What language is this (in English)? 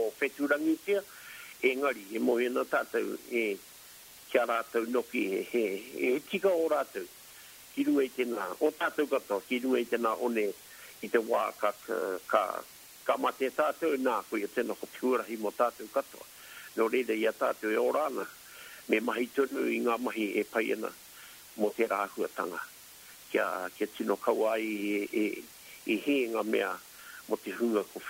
Māori